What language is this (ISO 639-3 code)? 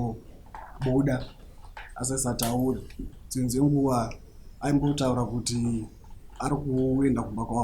sna